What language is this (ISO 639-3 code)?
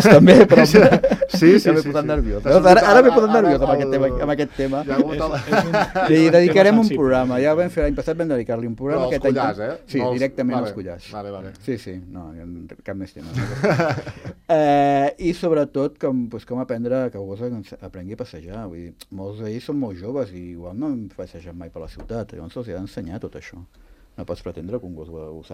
cat